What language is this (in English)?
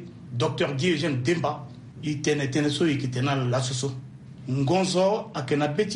Sango